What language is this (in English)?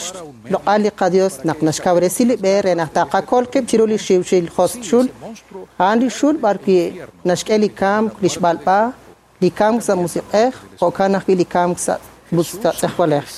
Kekchí